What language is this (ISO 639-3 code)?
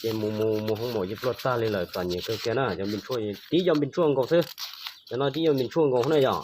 hmn